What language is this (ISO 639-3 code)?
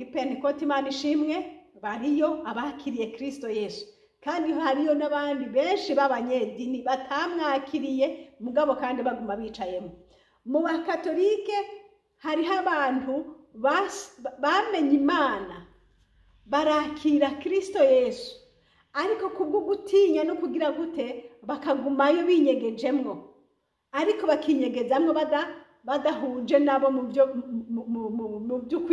run